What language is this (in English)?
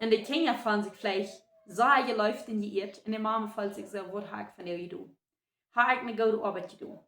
Plautdietsch